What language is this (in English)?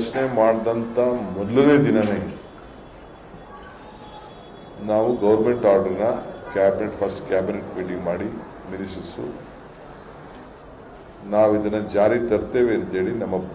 Kannada